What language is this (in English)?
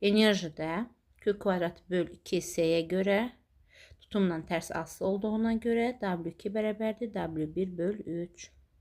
Azerbaijani